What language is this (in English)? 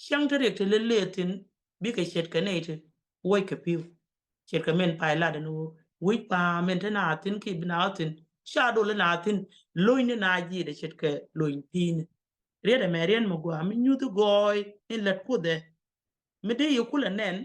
Nuer